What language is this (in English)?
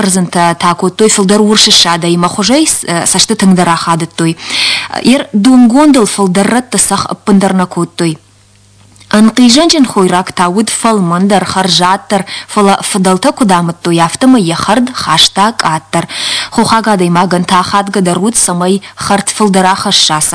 Ossetic